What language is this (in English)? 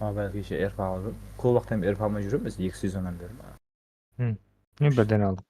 Kara-Kalpak